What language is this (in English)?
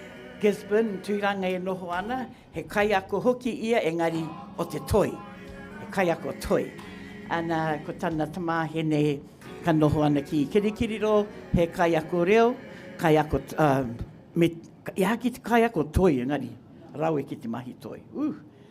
Māori